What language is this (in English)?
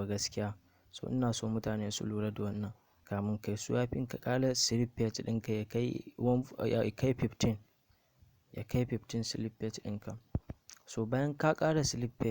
Hausa